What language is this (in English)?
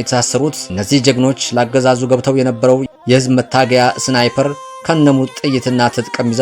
Amharic